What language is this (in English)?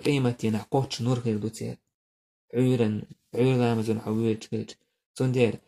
Chechen